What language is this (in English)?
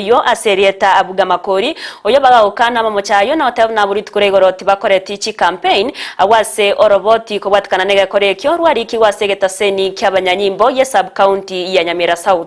Gusii